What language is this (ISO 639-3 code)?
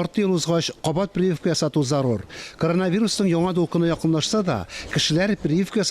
tat